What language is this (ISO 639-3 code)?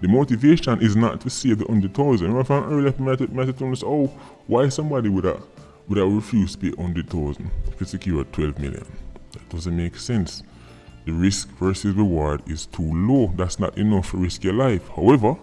jam